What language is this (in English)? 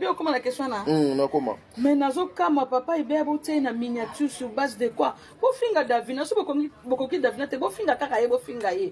Lingala